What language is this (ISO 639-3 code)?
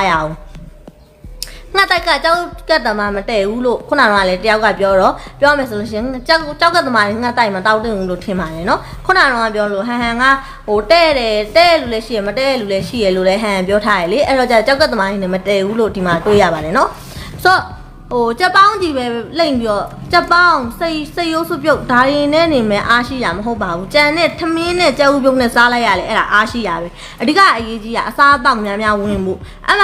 mya